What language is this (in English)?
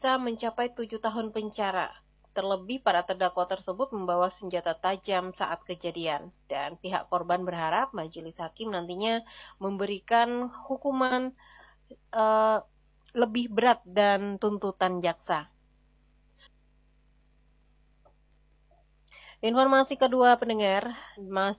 Indonesian